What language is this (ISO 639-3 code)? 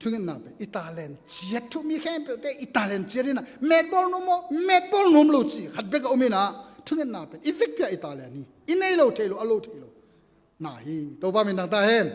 ctd